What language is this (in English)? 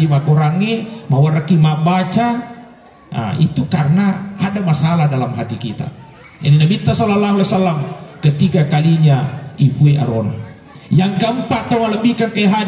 Buginese